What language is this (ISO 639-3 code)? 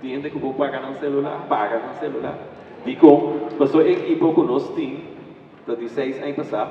pap